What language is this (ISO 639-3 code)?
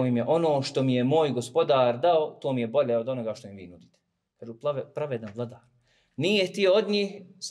bos